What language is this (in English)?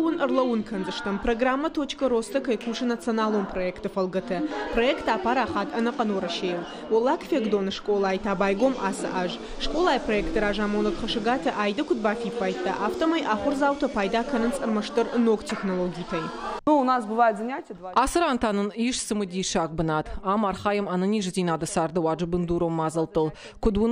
Ossetic